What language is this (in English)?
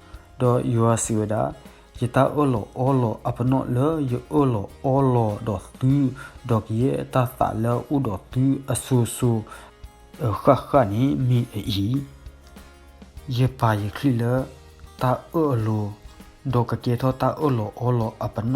S'gaw Karen